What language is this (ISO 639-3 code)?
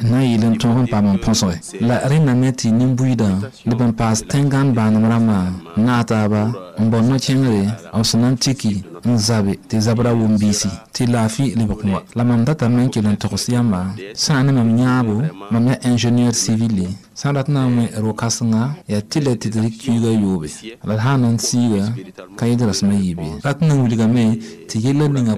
mos